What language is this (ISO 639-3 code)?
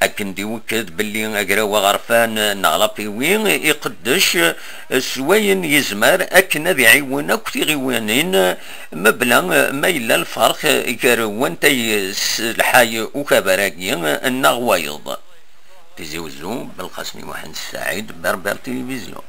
kab